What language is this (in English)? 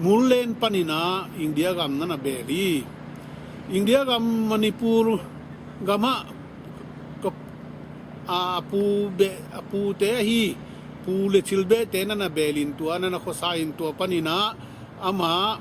Tedim Chin